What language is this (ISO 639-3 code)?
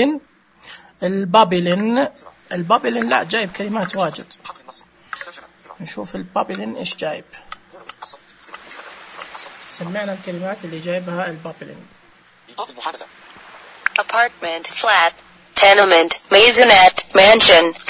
ars